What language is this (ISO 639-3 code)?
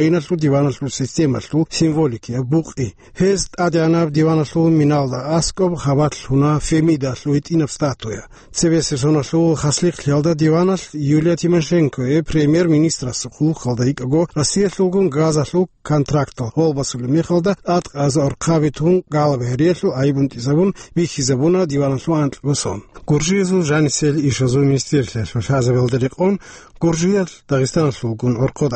ava